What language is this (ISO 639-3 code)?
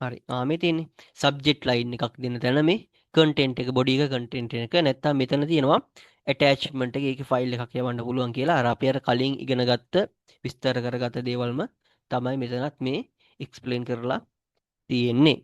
sin